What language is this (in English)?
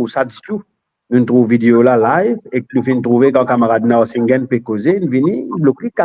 Morisyen